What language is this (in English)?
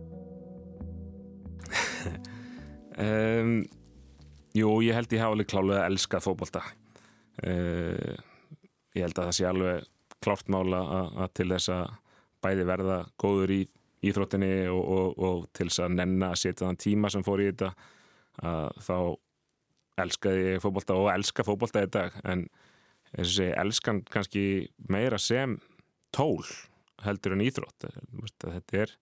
Icelandic